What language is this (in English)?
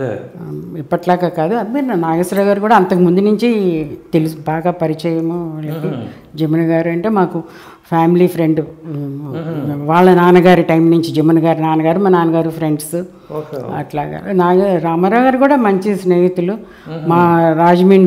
Telugu